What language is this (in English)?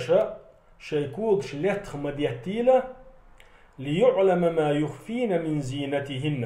Chechen